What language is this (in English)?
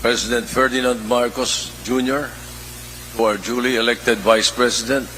Bikol